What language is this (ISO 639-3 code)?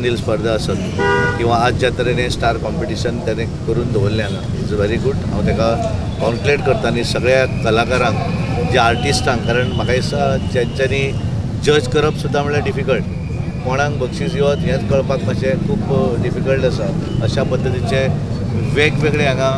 kok